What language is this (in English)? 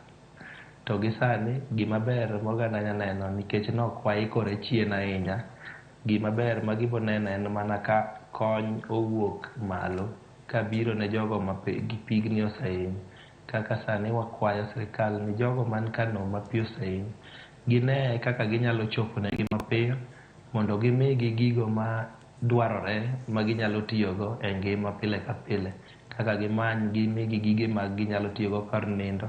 Luo (Kenya and Tanzania)